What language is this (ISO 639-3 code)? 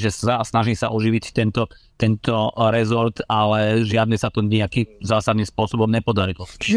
slk